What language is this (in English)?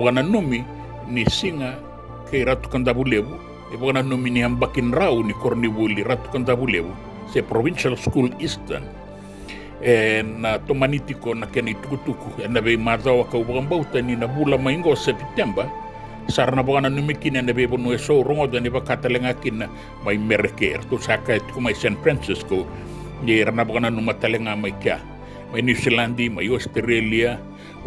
Fijian